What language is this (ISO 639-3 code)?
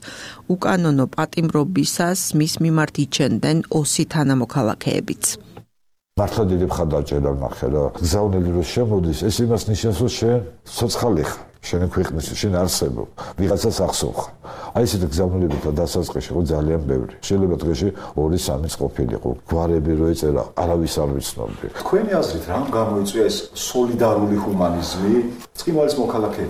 kat